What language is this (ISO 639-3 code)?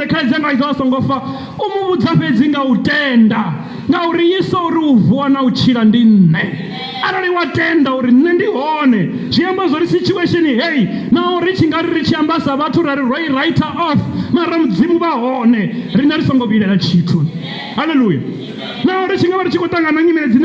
ven